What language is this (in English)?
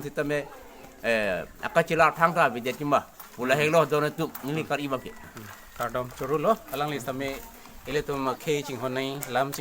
Karbi